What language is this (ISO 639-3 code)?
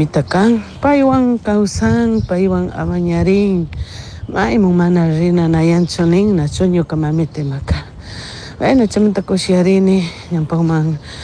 qug